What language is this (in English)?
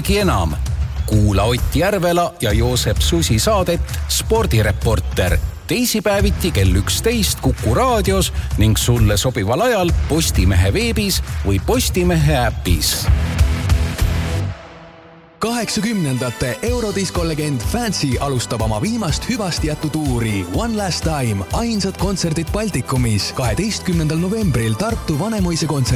Estonian